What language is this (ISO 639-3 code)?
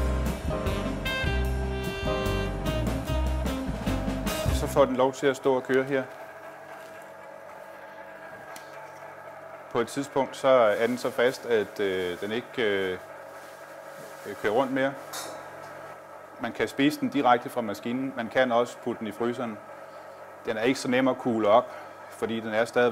dan